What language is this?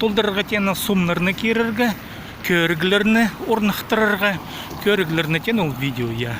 Khakas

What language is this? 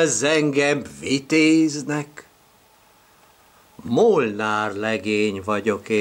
Hungarian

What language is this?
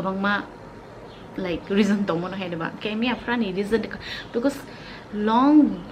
Kok Borok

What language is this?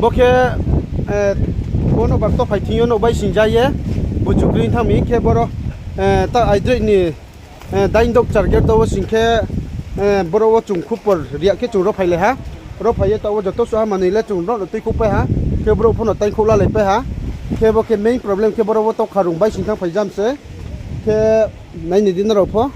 Riang (India)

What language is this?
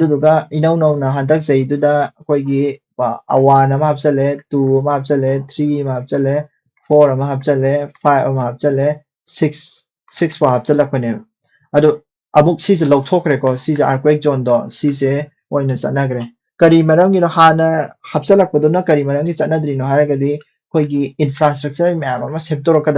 Manipuri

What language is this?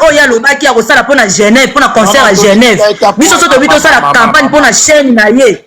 Lingala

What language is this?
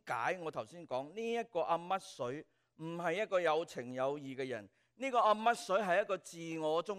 Cantonese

